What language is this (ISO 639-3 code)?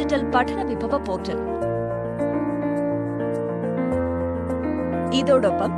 mal